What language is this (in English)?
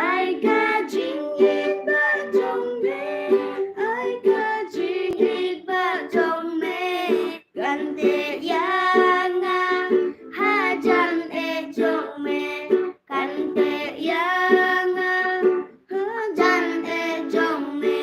Khasi